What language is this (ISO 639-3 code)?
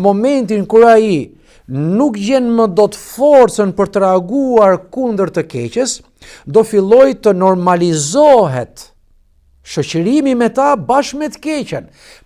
sqi